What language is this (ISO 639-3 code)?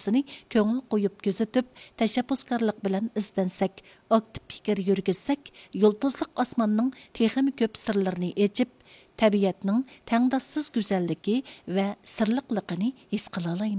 uig